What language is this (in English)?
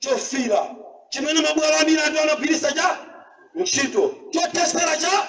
Nyanja